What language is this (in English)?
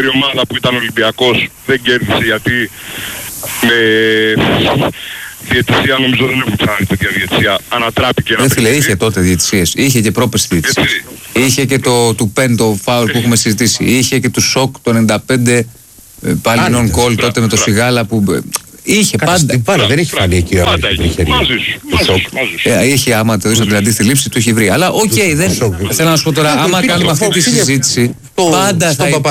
Greek